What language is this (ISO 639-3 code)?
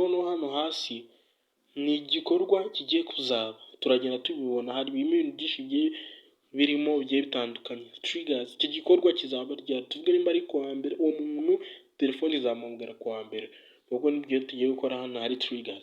kin